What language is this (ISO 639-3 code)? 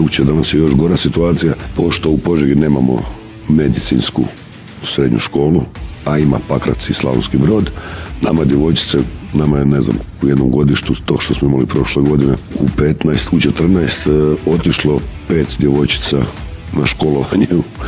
hrv